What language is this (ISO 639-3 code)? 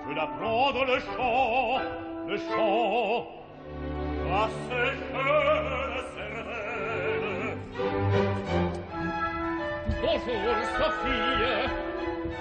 fra